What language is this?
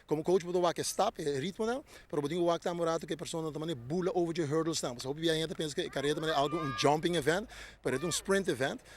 Papiamento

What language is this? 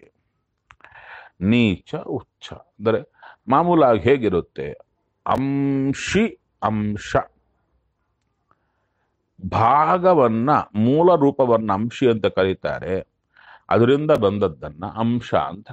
Kannada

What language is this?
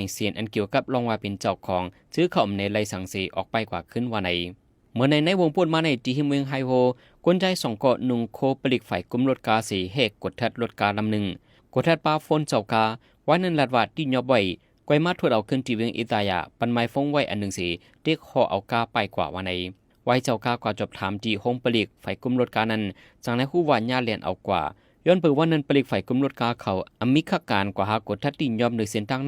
Shan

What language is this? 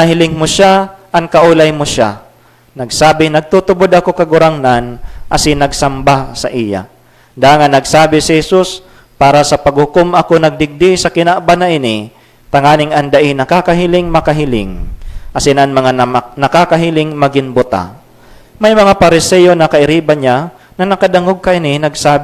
Bikol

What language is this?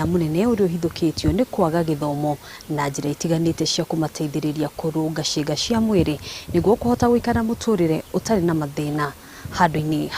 Kikuyu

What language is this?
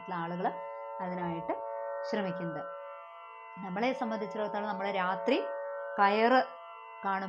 Malayalam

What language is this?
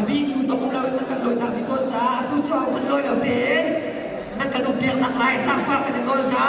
Hakha Chin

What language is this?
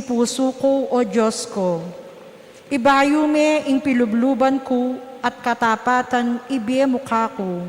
Pampanga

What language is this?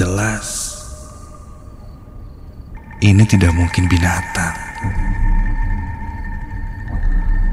Indonesian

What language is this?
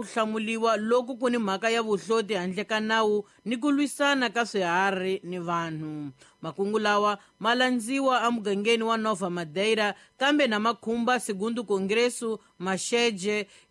Tsonga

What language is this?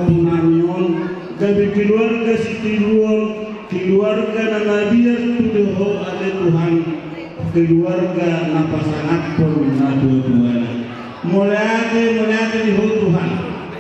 Batak Toba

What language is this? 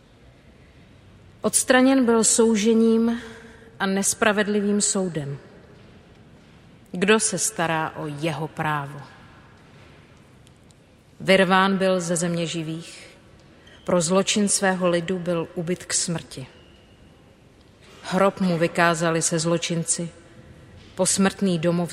Czech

